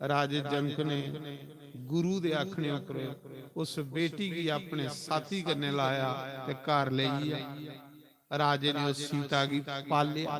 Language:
Dogri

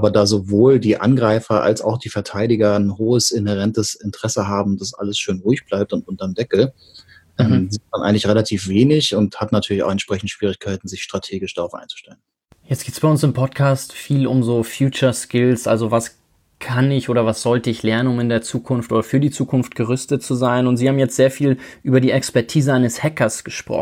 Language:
German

